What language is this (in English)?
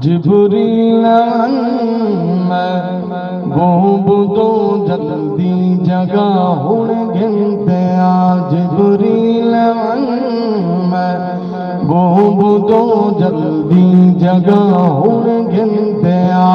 Saraiki